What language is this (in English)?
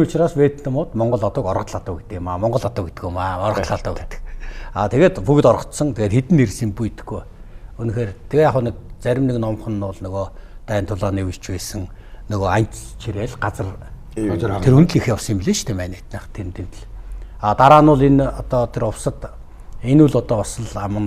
Mongolian